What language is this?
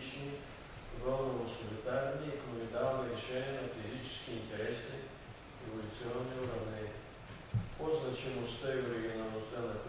Bulgarian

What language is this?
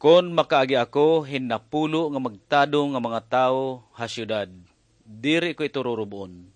Waray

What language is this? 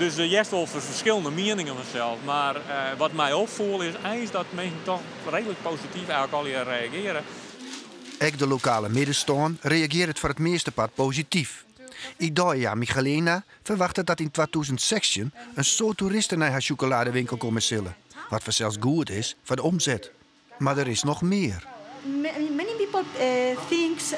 Western Frisian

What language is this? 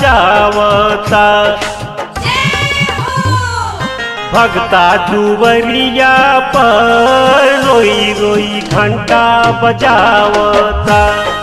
Bhojpuri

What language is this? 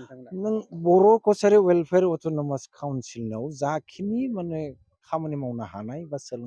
Bodo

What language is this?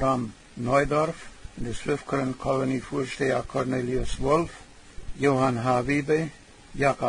Plautdietsch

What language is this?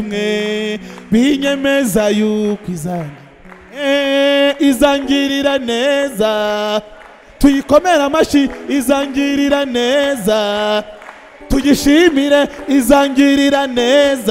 Kinyarwanda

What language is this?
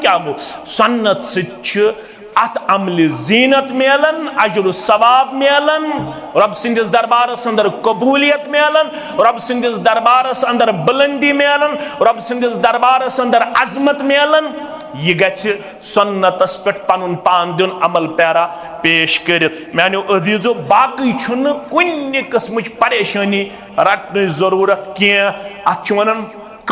Kashmiri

